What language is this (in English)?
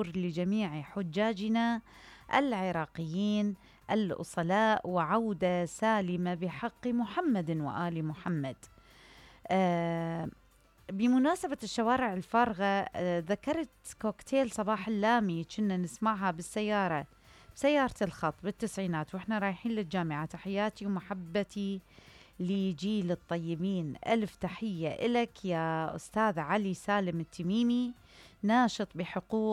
Mesopotamian Arabic